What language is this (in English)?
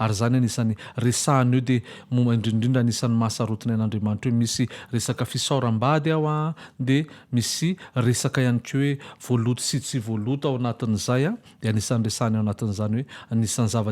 Malagasy